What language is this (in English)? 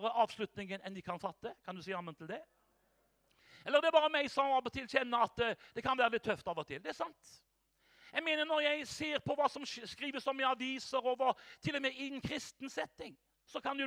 Norwegian